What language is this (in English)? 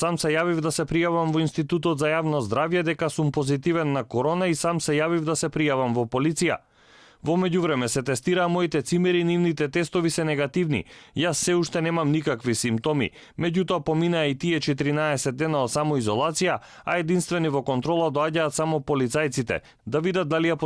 Macedonian